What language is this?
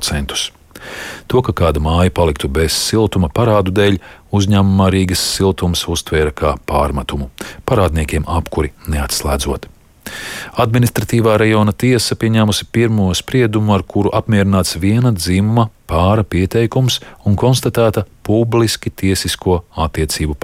Latvian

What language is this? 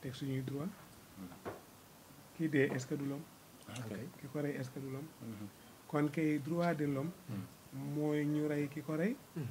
Wolof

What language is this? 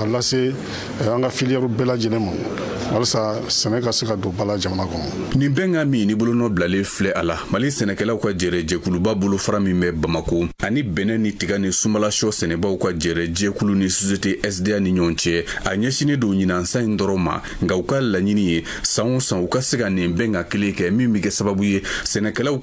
Bambara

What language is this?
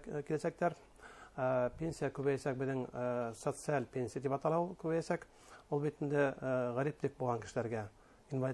Bashkir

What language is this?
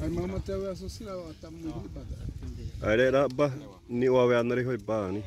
Xavánte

